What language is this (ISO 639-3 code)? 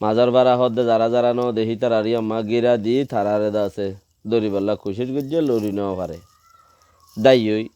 rhg